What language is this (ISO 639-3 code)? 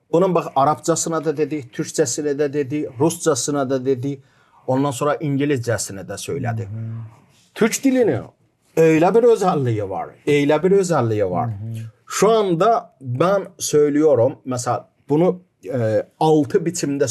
gag